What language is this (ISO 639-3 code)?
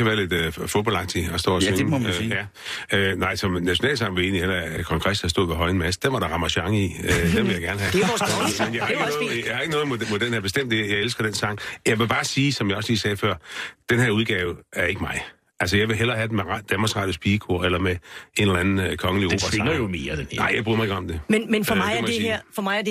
dan